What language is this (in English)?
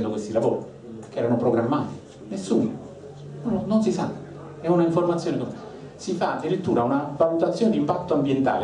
Italian